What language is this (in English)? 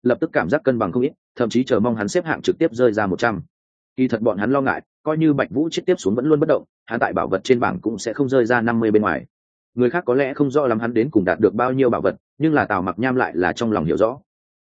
Vietnamese